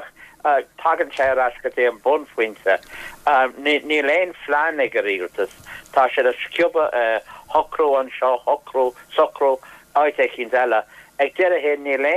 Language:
Irish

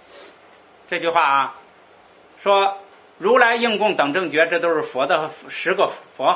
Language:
Chinese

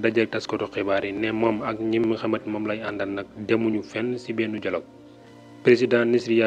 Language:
Wolof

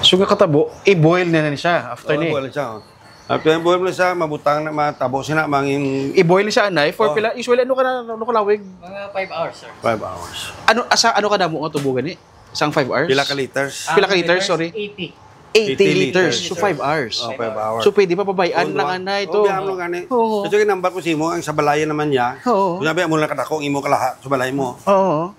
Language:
Hiligaynon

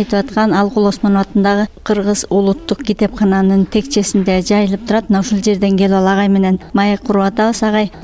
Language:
Kyrgyz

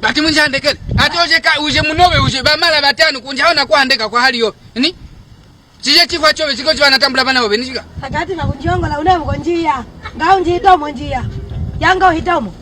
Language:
Mbunda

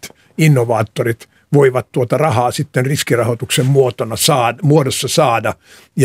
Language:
Finnish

